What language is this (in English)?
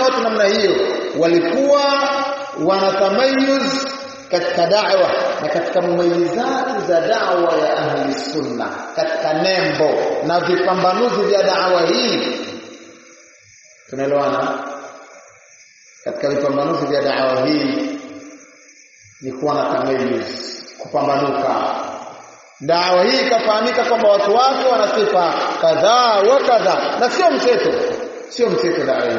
Swahili